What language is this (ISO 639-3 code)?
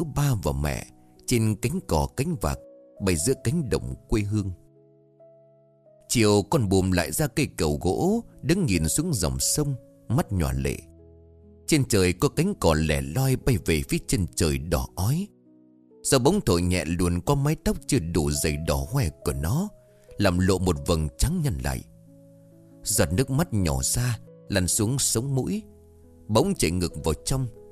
vie